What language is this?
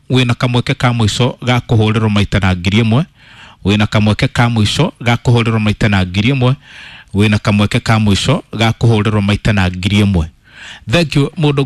Kikuyu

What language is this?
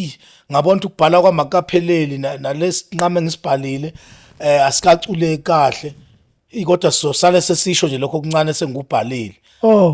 Zulu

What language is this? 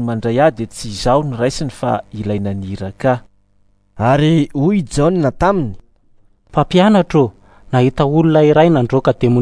Malagasy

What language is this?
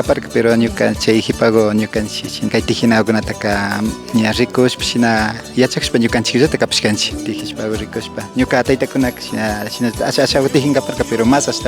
Imbabura Highland Quichua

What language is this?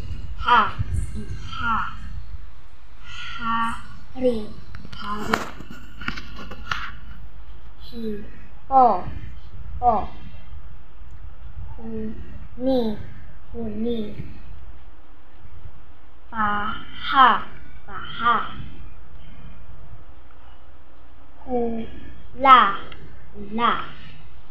Filipino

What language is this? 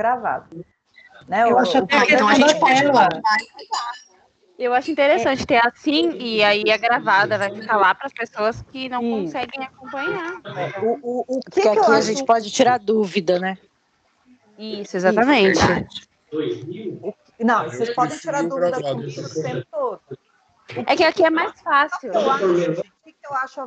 Portuguese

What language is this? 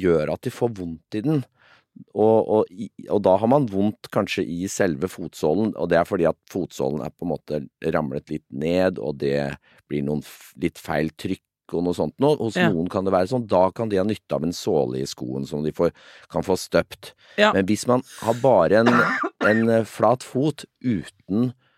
Norwegian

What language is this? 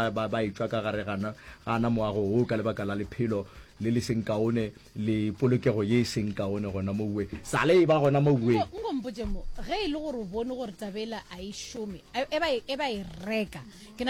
Northern Sotho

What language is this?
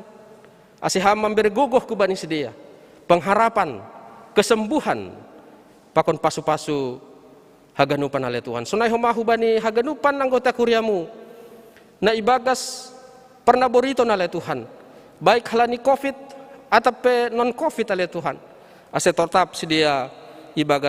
Batak Simalungun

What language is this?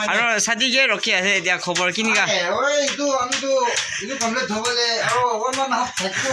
Naga Pidgin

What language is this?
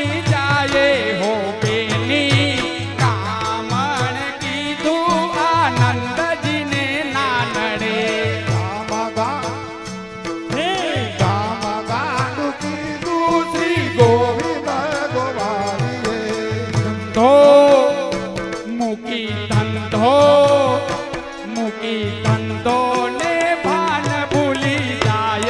Gujarati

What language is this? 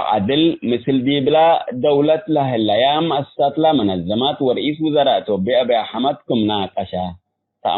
Tigre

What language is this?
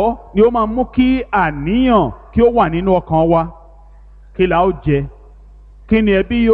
Yoruba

